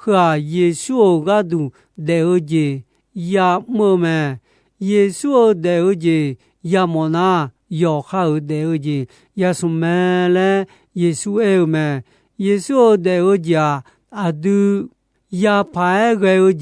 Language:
Akha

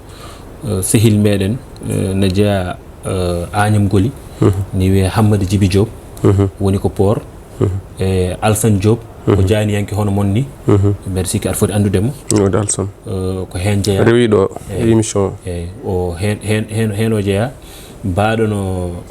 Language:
Fula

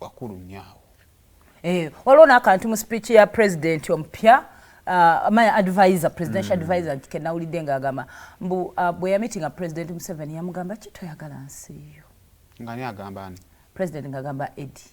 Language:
Ganda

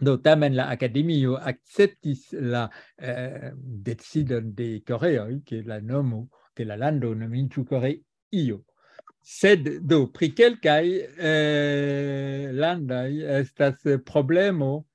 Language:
Esperanto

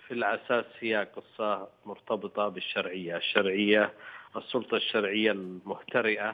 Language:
Arabic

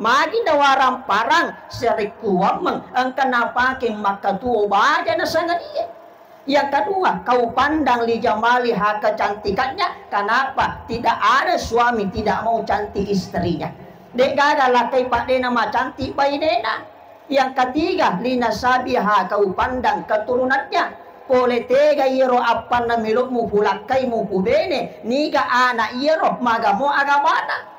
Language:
Buginese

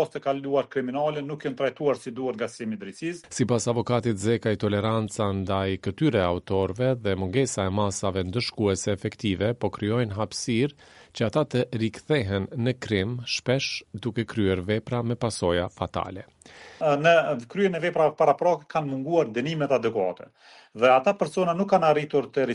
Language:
Albanian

